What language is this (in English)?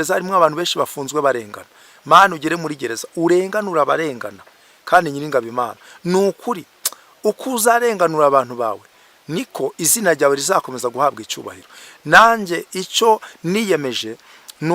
Kinyarwanda